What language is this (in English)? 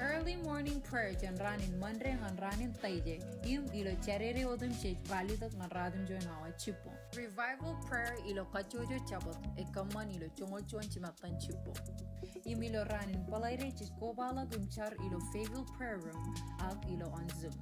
Marshallese